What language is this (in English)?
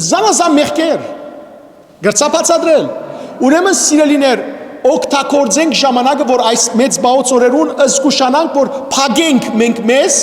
Western Armenian